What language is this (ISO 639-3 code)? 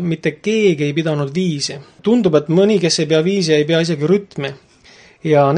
est